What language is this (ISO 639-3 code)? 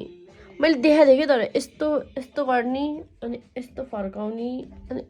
nep